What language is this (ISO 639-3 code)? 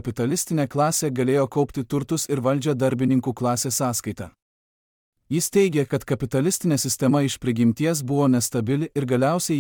lit